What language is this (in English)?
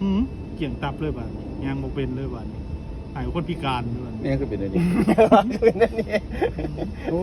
Lao